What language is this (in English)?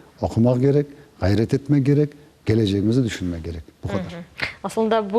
Crimean Tatar